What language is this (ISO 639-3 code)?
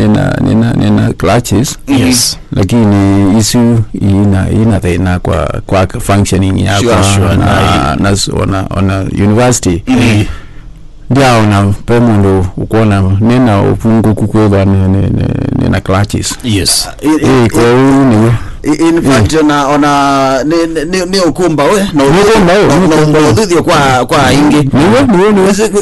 kam